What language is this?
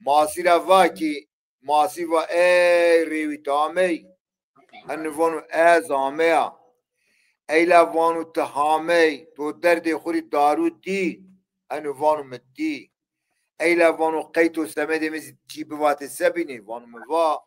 Zaza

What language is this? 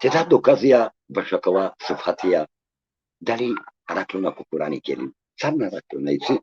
Balkan Romani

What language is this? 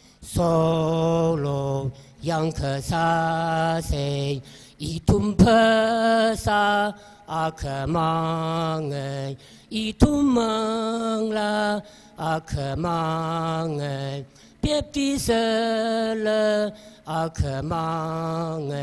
Tangkhul Naga (India)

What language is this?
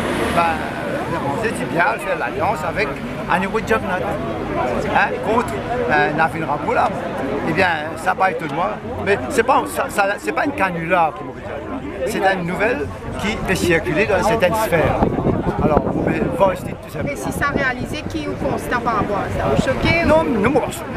Morisyen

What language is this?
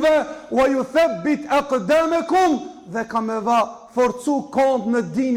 Albanian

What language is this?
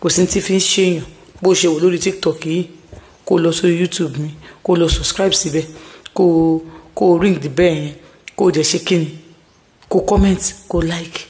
Yoruba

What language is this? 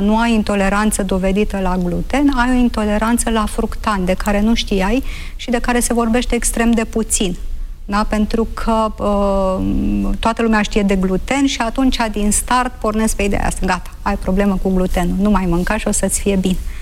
Romanian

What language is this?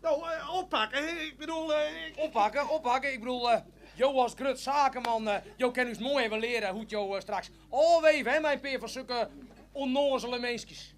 Western Frisian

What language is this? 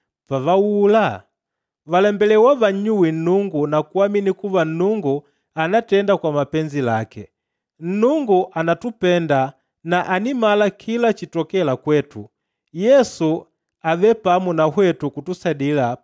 Makonde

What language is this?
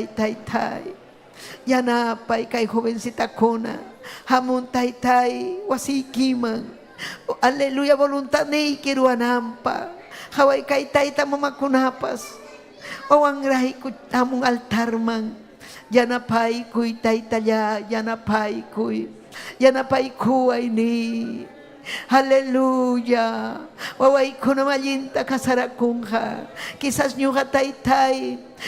Ayacucho Quechua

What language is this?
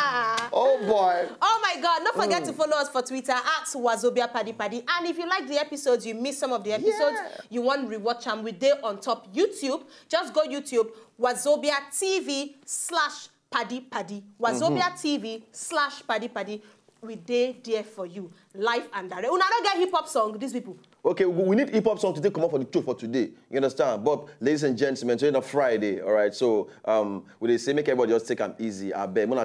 Nigerian Pidgin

